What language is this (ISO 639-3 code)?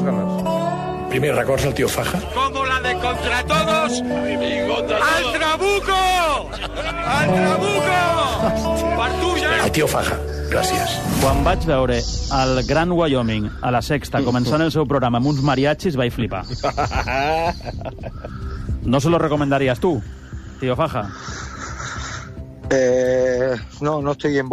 cat